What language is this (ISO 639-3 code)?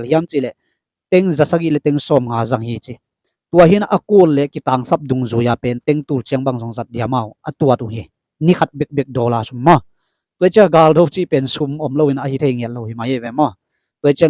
ctd